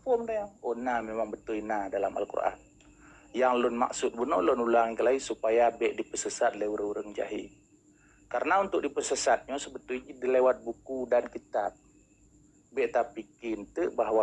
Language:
Achinese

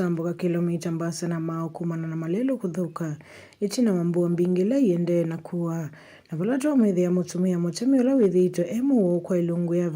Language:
Kamba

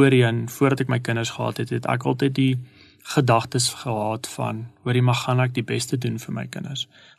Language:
Afrikaans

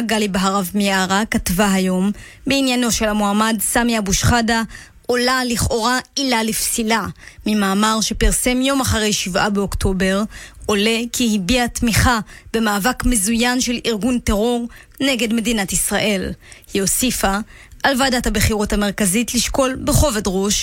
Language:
Hebrew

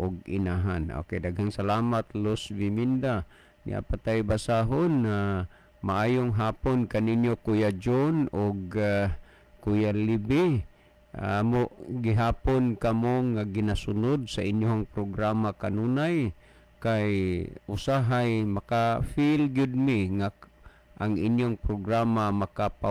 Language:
Cebuano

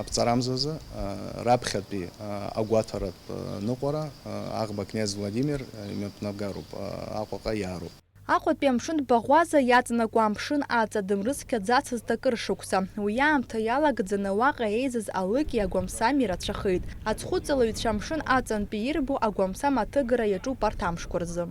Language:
Abkhazian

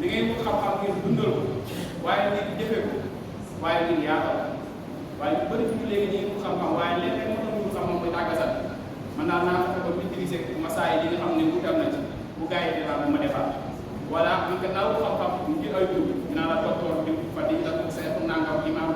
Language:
Wolof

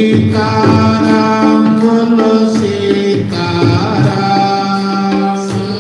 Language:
Dogri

